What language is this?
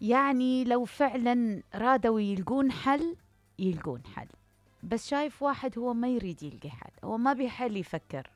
Mesopotamian Arabic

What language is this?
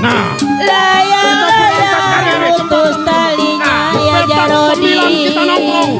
Betawi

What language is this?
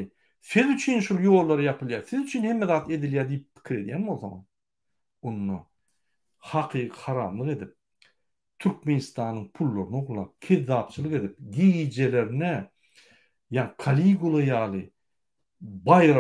Turkmen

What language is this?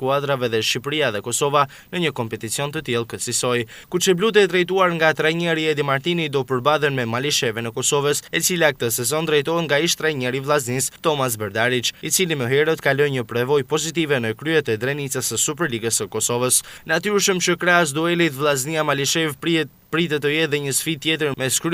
Albanian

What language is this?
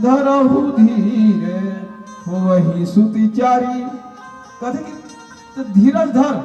Chhattisgarhi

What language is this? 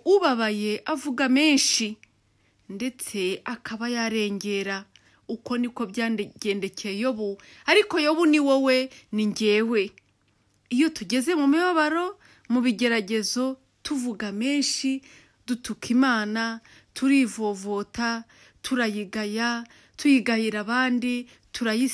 Kinyarwanda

